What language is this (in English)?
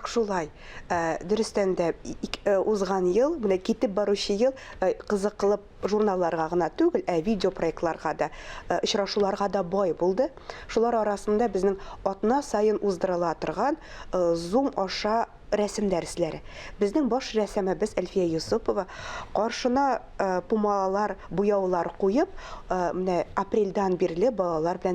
Tatar